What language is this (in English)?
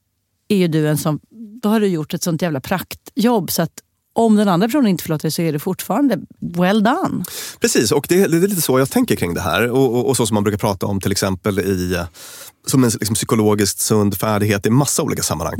Swedish